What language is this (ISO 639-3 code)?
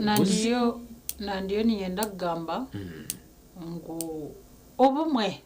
nyn